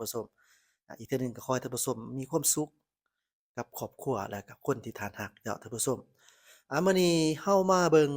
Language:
Lao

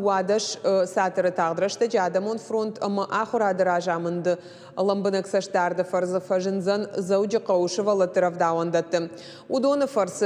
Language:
Ossetic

